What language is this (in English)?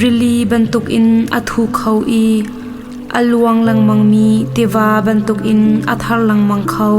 Hakha Chin